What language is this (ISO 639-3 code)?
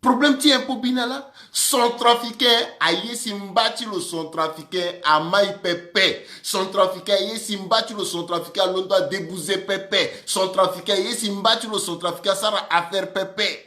sag